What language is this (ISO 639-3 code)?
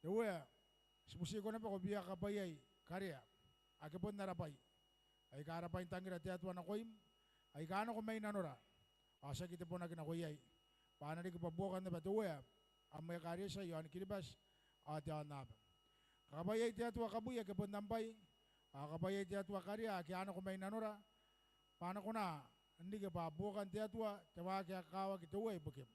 gil